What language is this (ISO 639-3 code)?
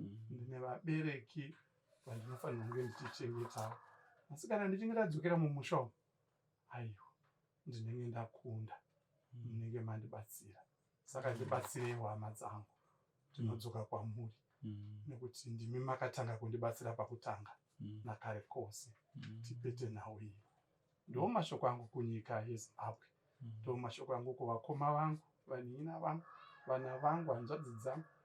sna